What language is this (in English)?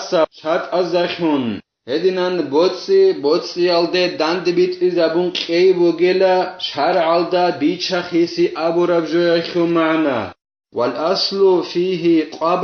Avaric